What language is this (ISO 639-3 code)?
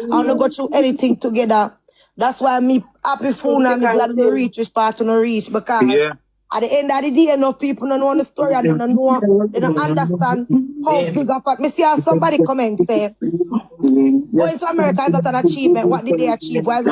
jam